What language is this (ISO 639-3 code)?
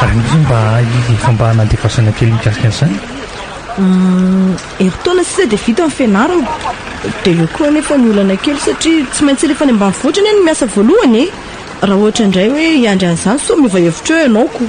mlg